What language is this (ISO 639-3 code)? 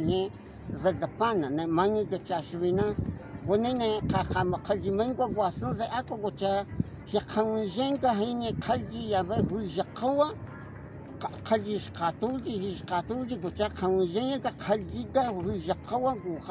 kog